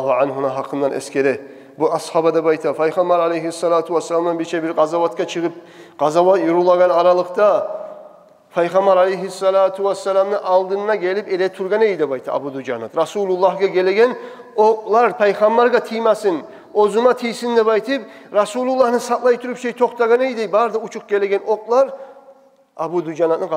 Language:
Kumyk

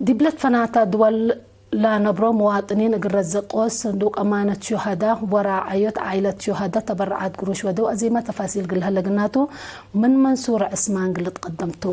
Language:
Tigre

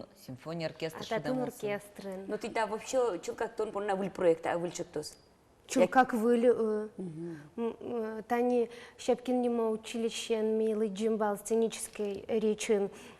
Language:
Udmurt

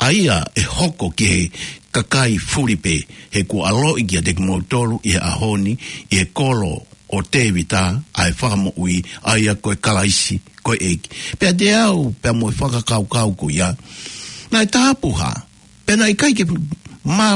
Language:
Tongan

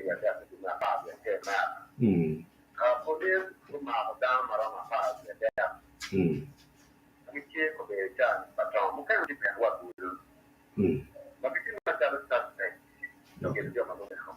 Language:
Acoli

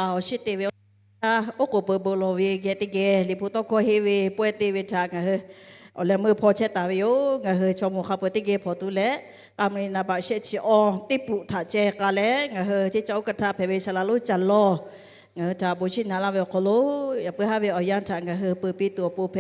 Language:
Lahu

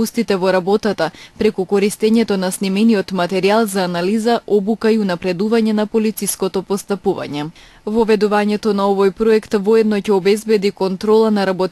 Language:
Macedonian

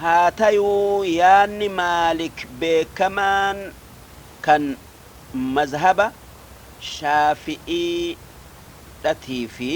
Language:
Oromo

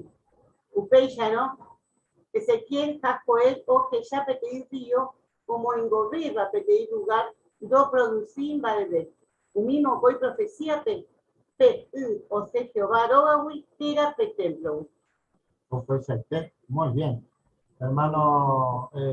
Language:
Guarani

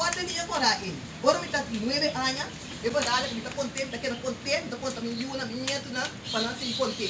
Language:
Papiamento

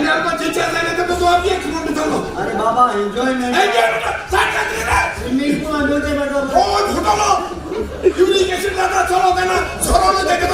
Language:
Konkani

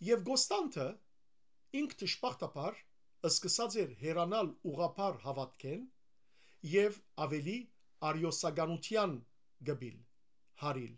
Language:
Western Armenian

